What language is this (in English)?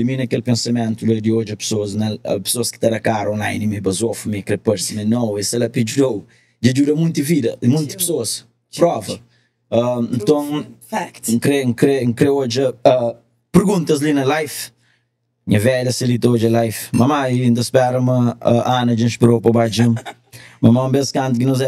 Kabuverdianu